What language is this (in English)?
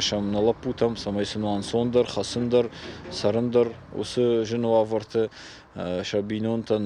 Ossetic